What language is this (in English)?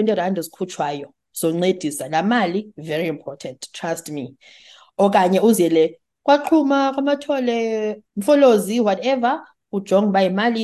Xhosa